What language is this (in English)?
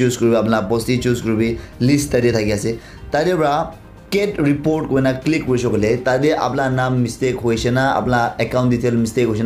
Naga Pidgin